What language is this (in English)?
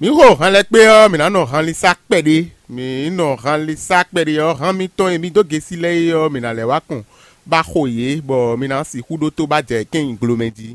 Fon